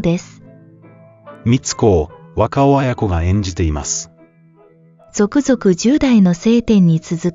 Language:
Japanese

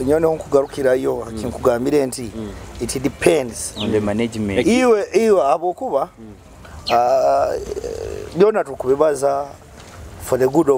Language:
Nyoro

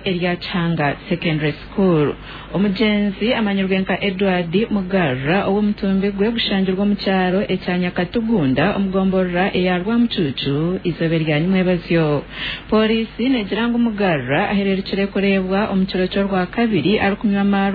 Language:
Nyankole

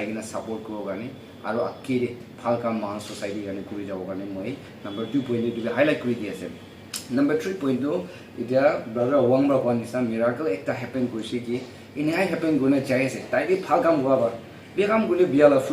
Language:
Naga Pidgin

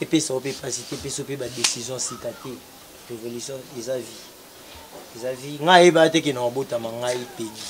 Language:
Lingala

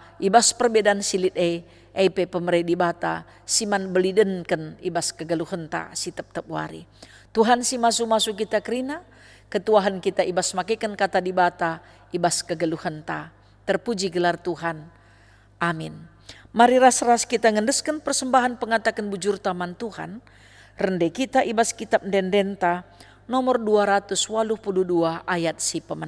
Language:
Batak Karo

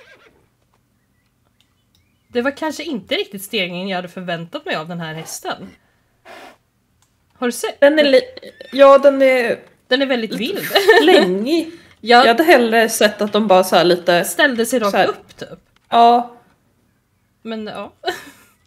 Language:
Swedish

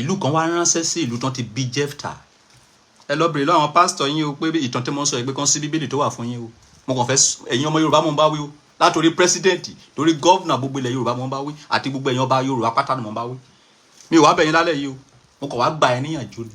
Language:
Yoruba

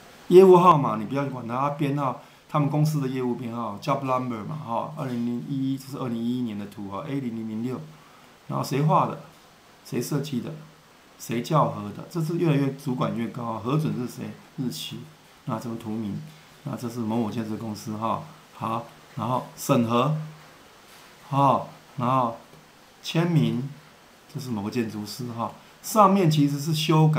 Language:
Chinese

